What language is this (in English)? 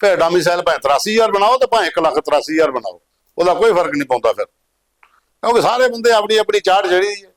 Dogri